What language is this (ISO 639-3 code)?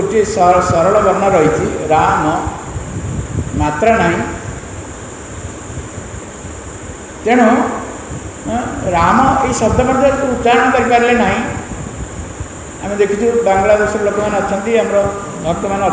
ori